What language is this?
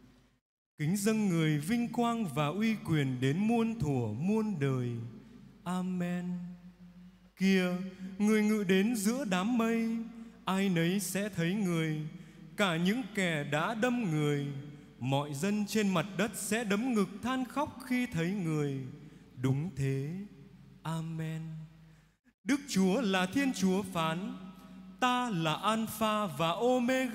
Vietnamese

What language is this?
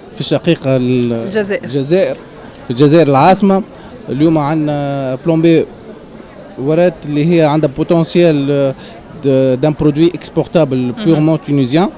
Tunisian Arabic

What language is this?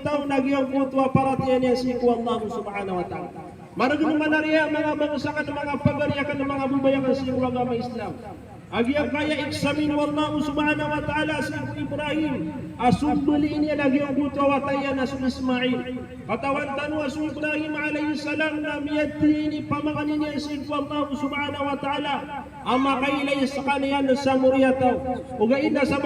Maranao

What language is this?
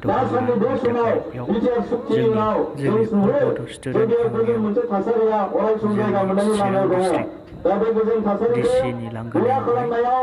Bodo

